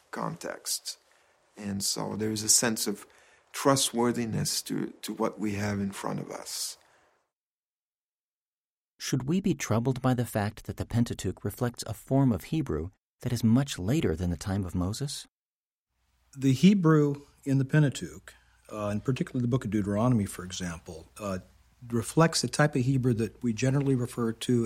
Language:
English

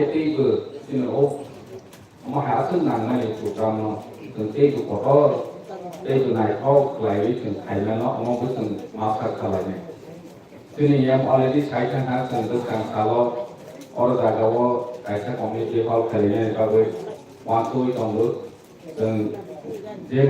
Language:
Kok Borok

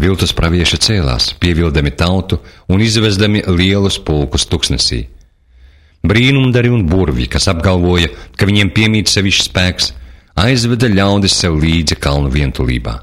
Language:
Latvian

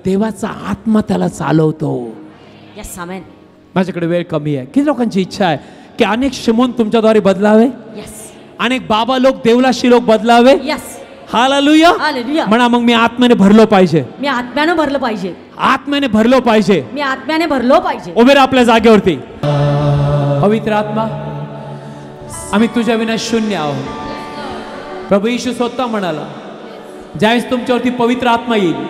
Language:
Marathi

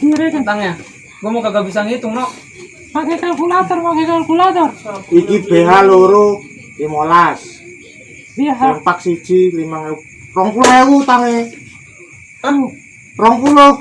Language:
Betawi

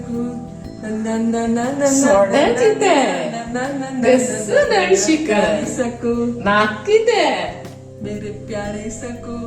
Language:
Konkani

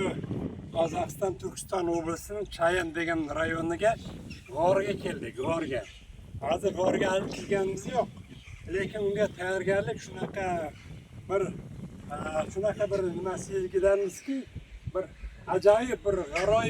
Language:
Uzbek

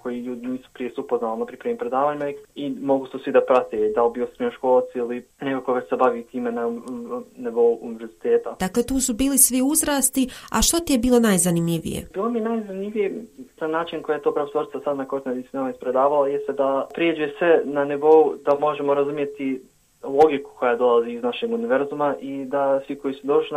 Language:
Bosnian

